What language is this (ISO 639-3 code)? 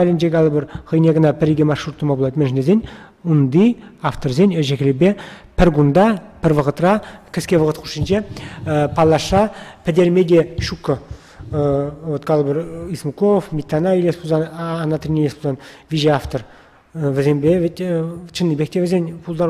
chv